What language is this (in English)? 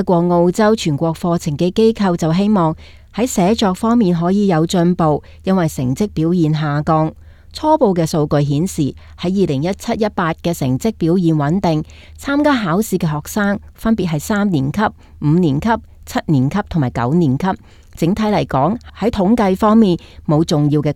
Cantonese